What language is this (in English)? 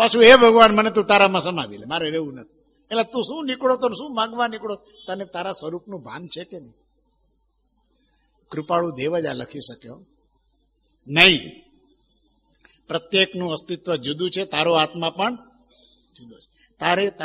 Gujarati